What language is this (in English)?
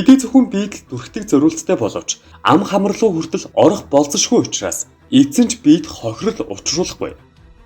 Mongolian